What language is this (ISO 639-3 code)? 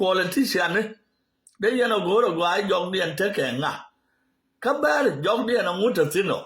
nus